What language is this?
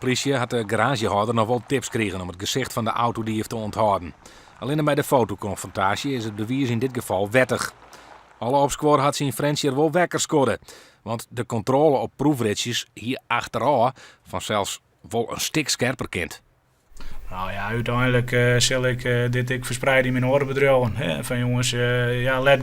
Western Frisian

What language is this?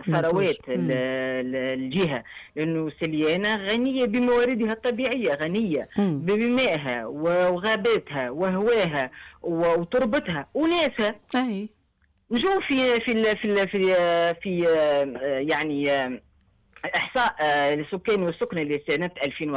Tunisian Arabic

